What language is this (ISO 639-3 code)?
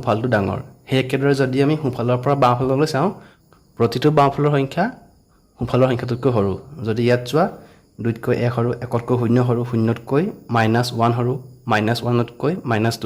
asm